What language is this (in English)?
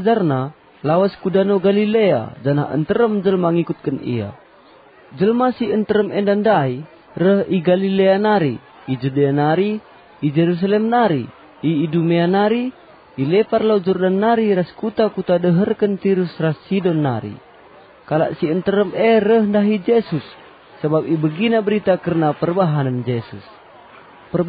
Batak Karo